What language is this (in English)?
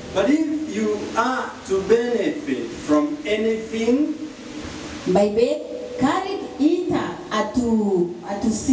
Tetum